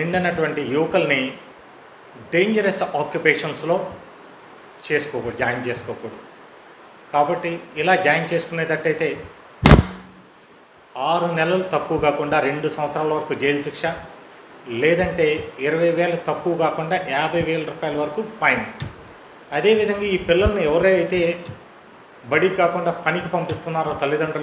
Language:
Telugu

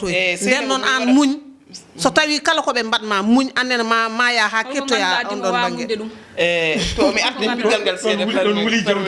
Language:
Fula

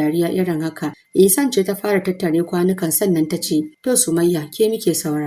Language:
Hausa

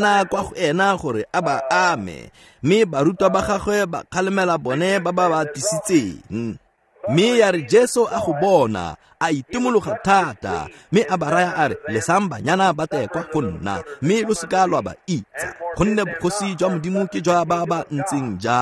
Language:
Tswana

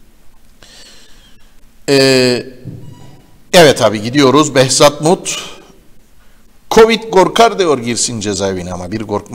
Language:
Turkish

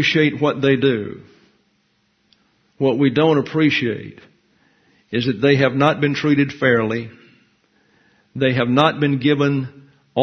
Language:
English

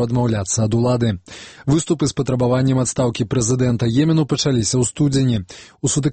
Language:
Belarusian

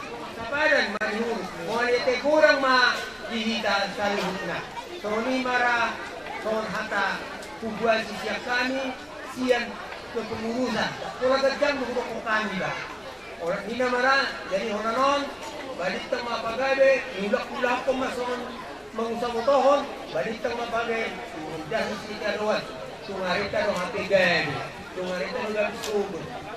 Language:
Batak Toba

